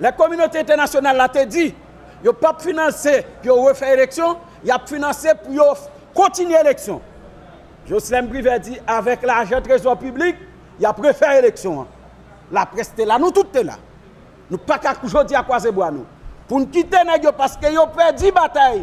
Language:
Haitian Creole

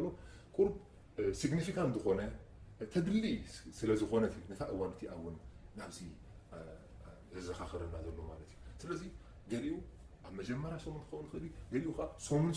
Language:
Tigrinya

